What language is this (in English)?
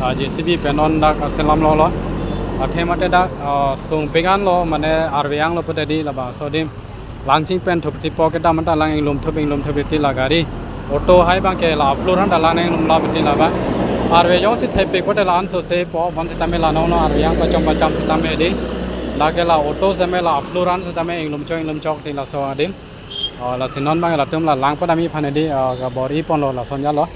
Karbi